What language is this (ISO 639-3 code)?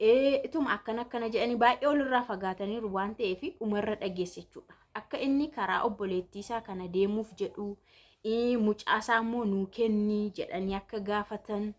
orm